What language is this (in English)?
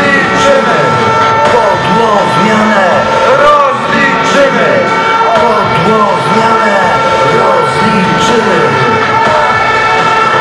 Polish